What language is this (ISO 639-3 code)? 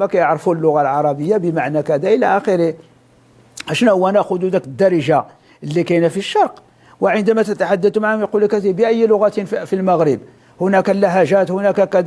ary